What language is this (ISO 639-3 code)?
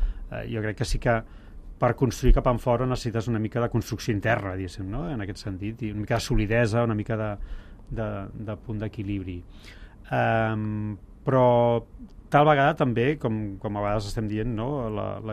cat